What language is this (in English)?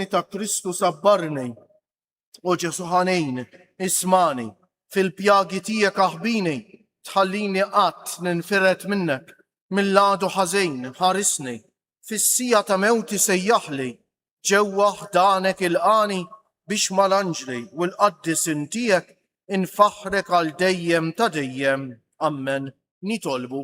Maltese